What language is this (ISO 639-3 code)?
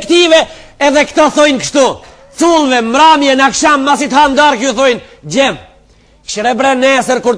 sqi